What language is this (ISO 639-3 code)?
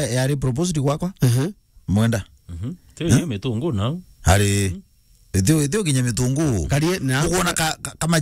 mer